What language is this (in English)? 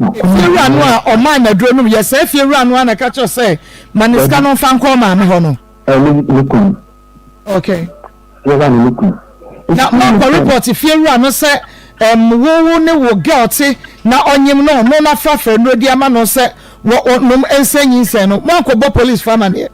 Akan